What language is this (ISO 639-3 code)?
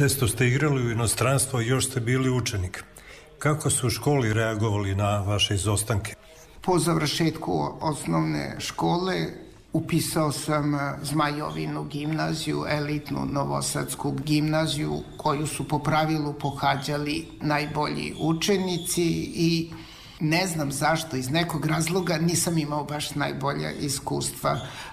srp